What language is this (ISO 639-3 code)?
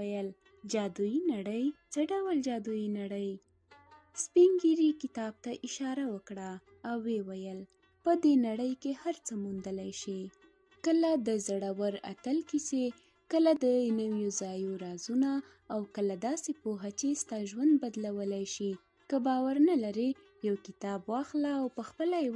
pus